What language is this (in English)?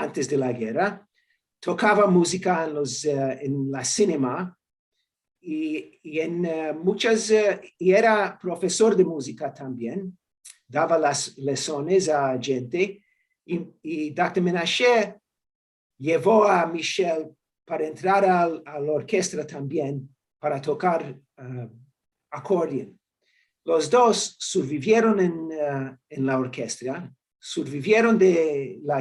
Ladino